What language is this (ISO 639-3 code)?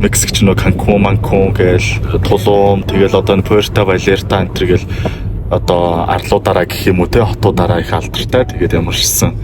mon